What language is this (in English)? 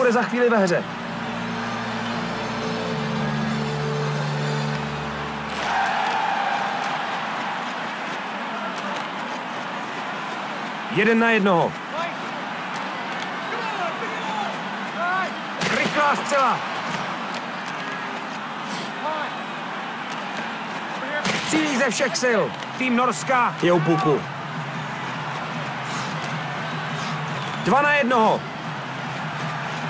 Czech